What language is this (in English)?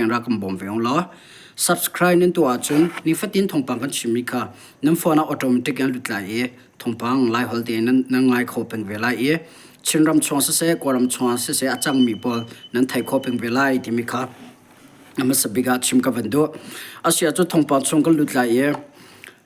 Hakha Chin